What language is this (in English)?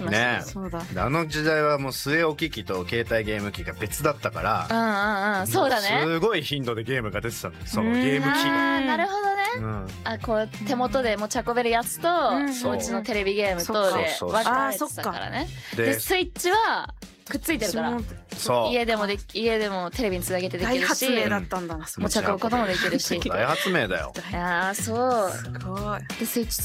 Japanese